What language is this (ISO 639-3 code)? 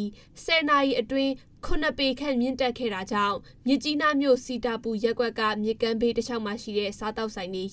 mya